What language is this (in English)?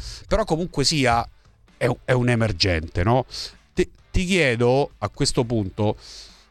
Italian